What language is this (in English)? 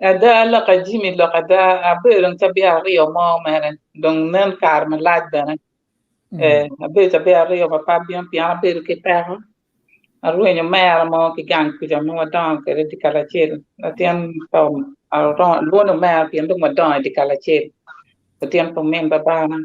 Acoli